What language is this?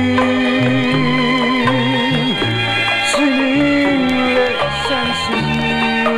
Turkish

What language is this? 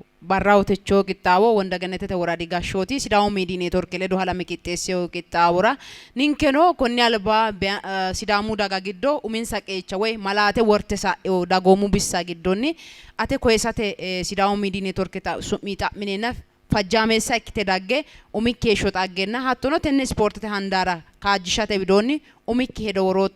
Sidamo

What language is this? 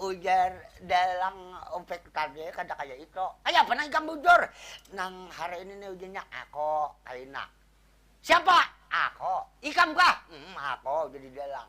Banjar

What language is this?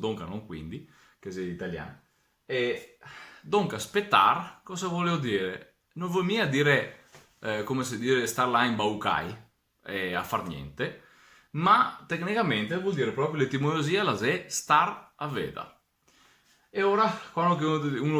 Venetian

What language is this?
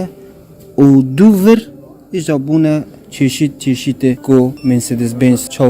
Kurdish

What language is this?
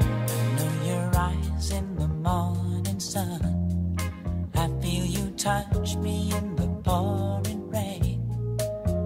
Spanish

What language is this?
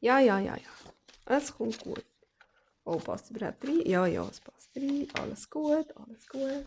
Swiss German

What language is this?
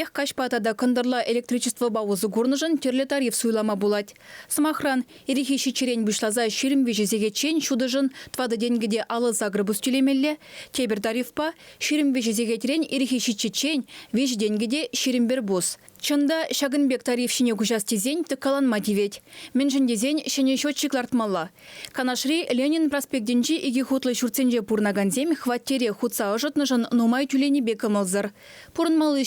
Chuvash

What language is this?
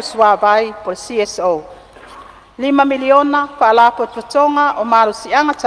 Samoan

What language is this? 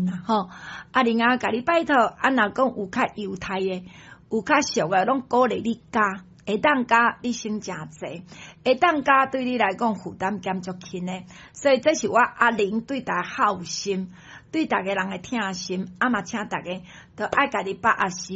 Min Nan Chinese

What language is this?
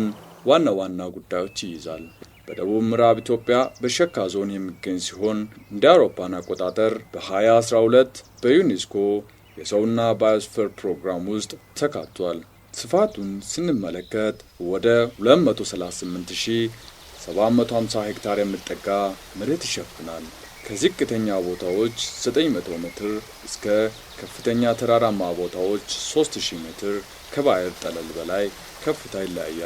Amharic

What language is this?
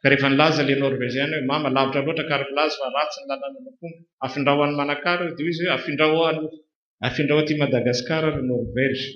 Malagasy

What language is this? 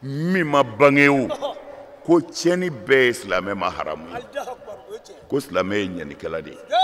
Bambara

